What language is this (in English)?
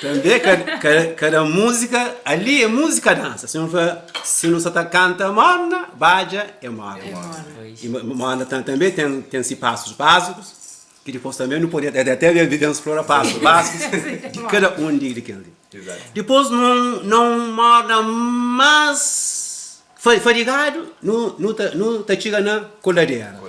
Kabuverdianu